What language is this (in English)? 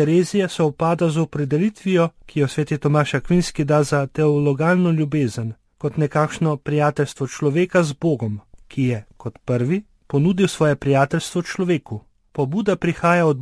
Slovenian